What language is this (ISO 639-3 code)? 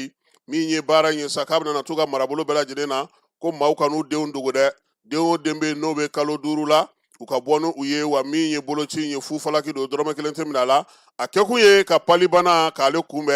bam